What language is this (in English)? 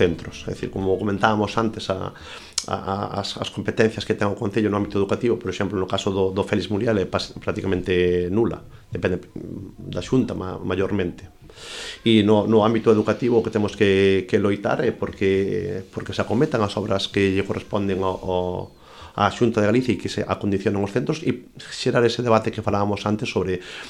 Galician